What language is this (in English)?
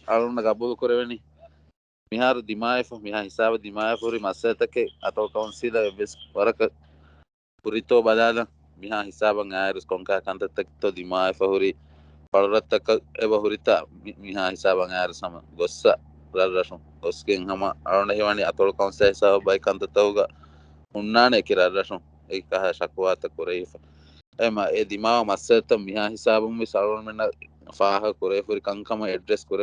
Divehi